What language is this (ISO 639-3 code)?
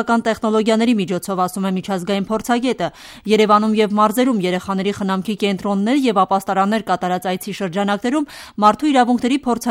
hye